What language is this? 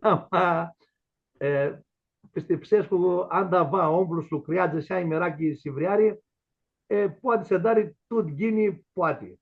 Aromanian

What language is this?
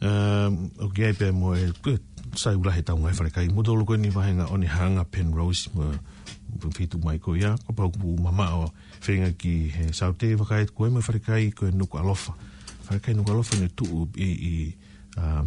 Tongan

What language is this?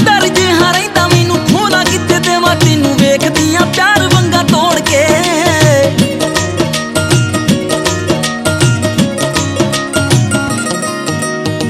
Punjabi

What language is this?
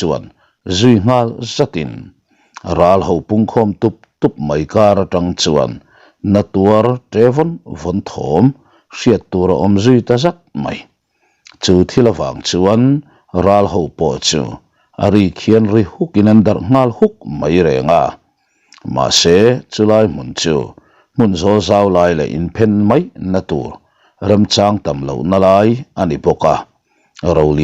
Mizo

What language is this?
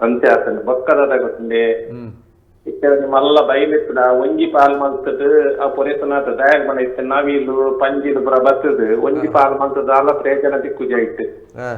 Tulu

